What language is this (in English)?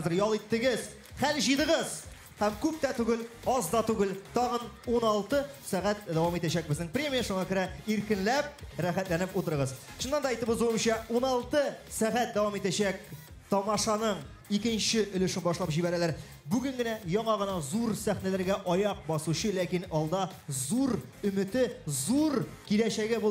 Tatar